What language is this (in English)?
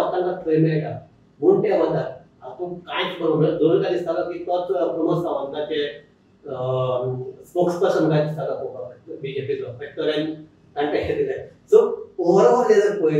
Konkani